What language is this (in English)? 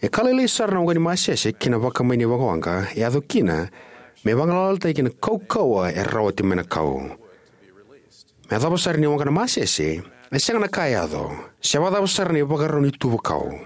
Fijian